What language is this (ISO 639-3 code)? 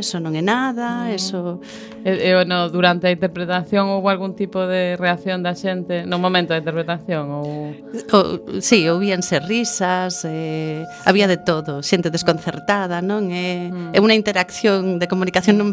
glg